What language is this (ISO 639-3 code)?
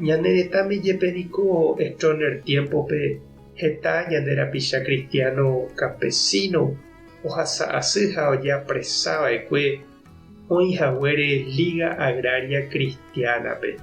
grn